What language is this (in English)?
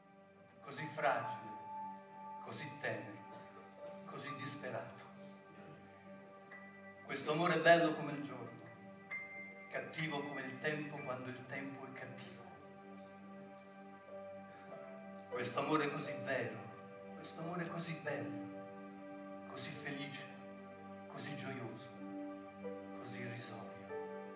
Italian